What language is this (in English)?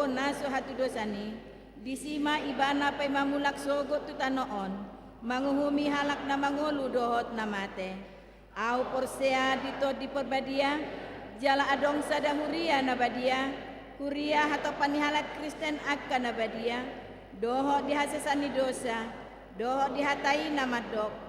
Batak Toba